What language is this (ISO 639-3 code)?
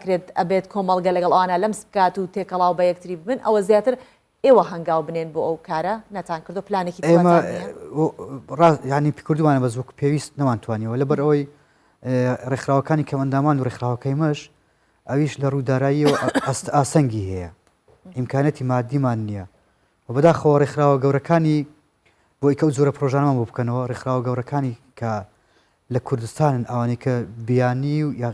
ckb